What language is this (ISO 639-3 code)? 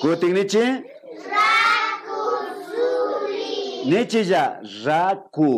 qvi